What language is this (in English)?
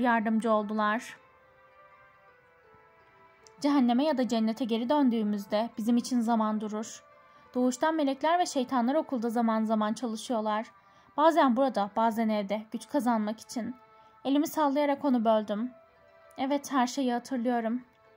Turkish